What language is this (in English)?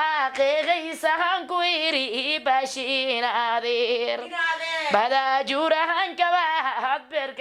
Somali